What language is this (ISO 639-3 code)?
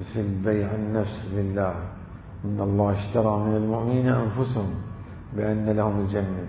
acm